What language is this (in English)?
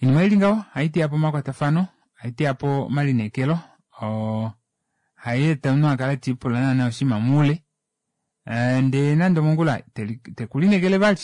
Kuanyama